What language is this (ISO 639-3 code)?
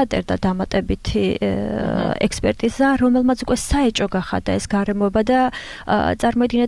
kat